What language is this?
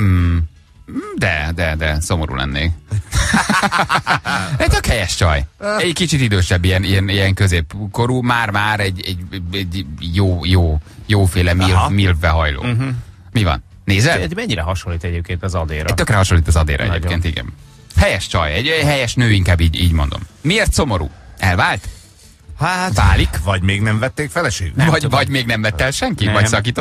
Hungarian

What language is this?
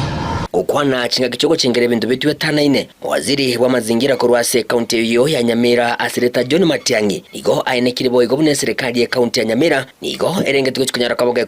Gusii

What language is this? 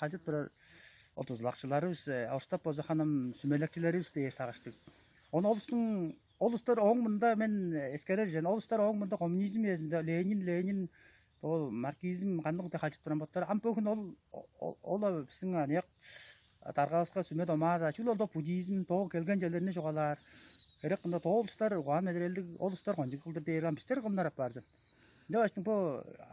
Tuvinian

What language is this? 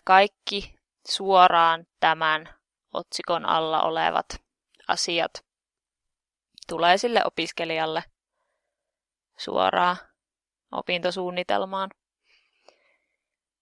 Finnish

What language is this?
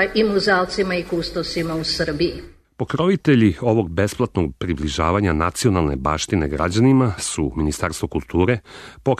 Serbian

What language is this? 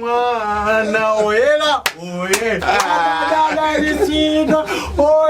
Nyanja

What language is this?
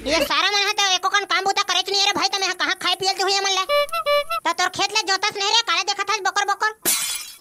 Chhattisgarhi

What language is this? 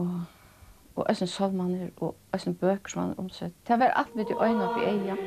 Faroese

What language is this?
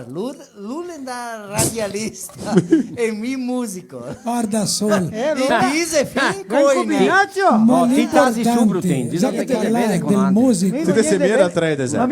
Venetian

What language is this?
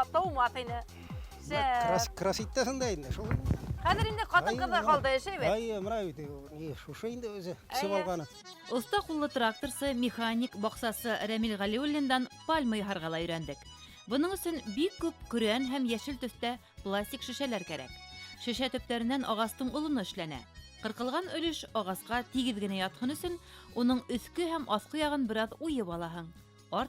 Bashkir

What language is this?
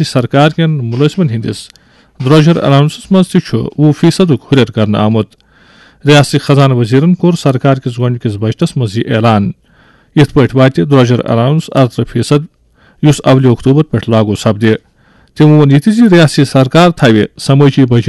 Kashmiri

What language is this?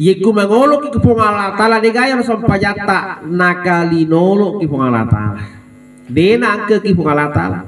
Buginese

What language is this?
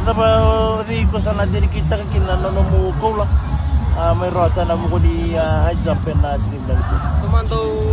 Fijian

